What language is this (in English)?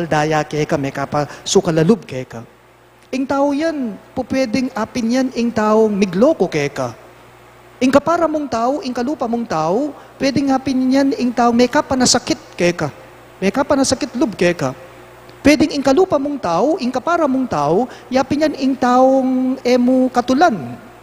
Pampanga